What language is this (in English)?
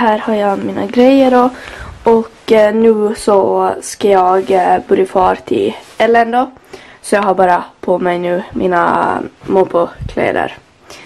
Swedish